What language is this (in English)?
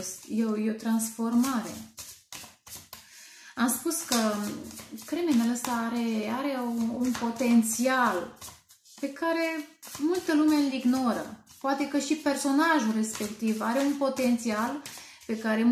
Romanian